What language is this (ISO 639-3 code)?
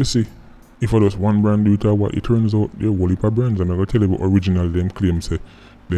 jam